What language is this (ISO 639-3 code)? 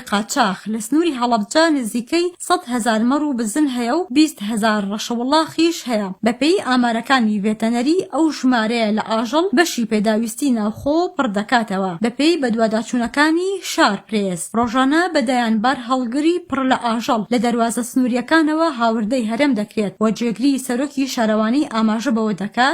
ckb